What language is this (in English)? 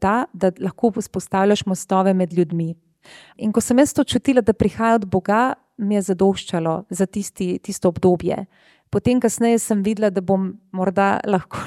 Slovenian